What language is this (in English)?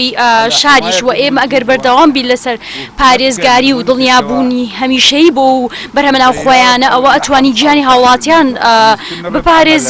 Central Kurdish